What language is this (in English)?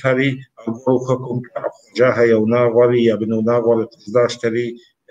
Kabardian